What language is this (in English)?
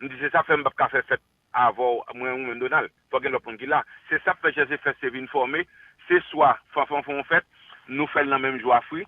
Haitian Creole